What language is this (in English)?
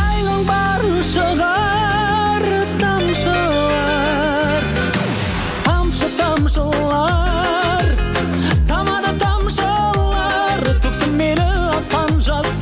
Kazakh